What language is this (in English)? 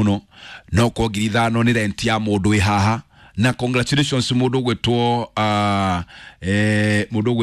Kikuyu